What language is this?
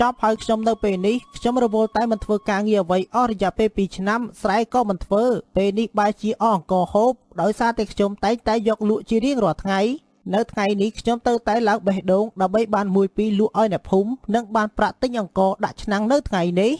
Khmer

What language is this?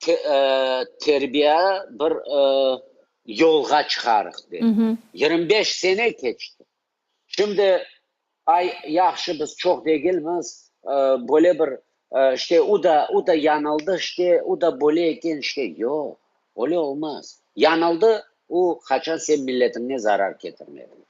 Crimean Tatar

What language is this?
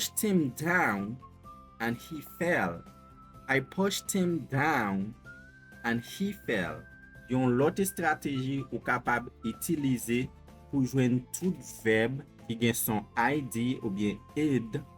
Haitian Creole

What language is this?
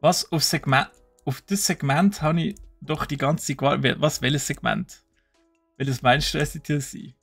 Swiss German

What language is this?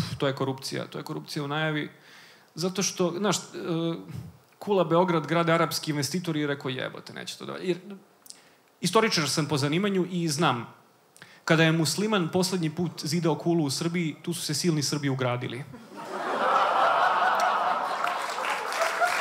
Serbian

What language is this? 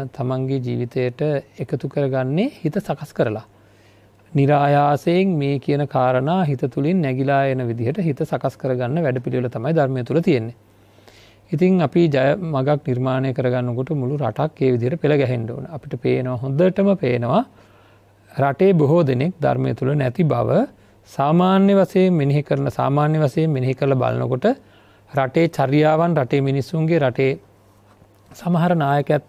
Sinhala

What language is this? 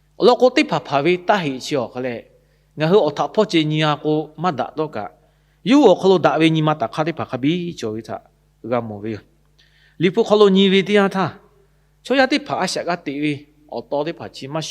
Lahu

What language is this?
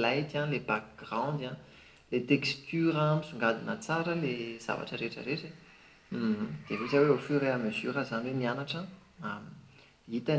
Malagasy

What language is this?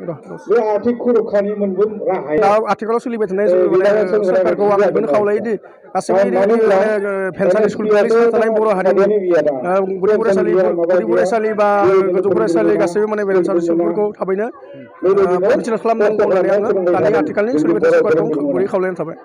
Bodo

